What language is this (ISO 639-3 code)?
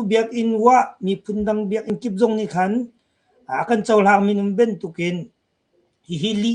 cnh